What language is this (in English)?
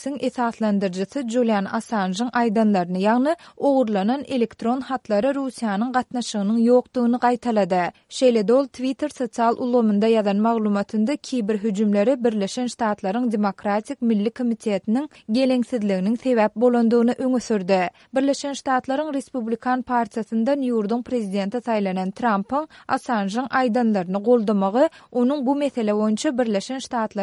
Turkmen